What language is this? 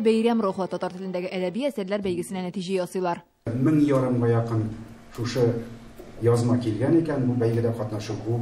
Tatar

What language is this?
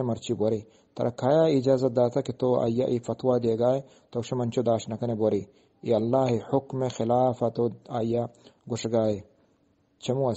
Eastern Balochi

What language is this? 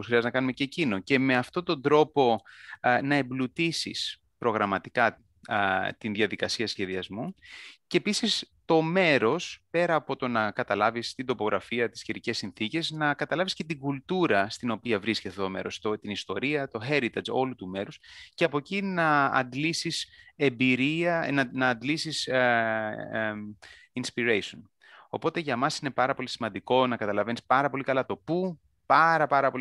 Greek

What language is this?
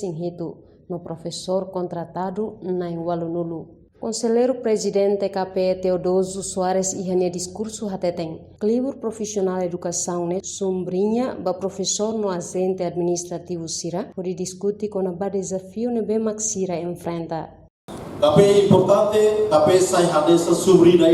Tetum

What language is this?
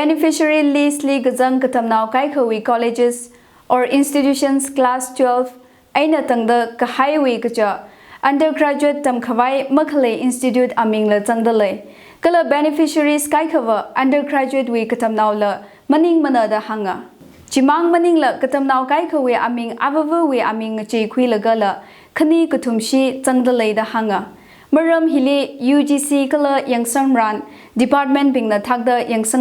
Tangkhul Naga (India)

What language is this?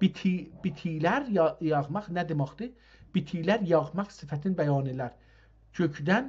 South Azerbaijani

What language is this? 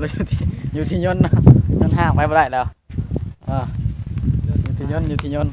Lao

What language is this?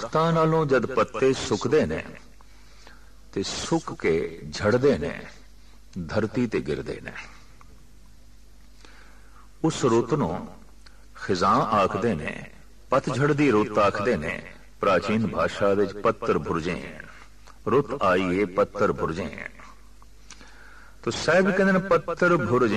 Punjabi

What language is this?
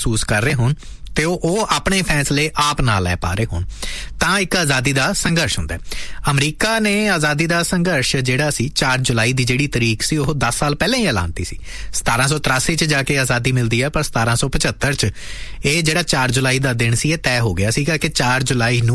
Punjabi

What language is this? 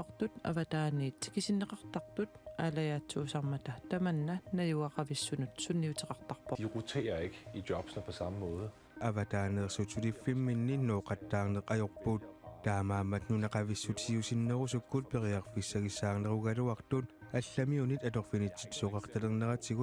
Kalaallisut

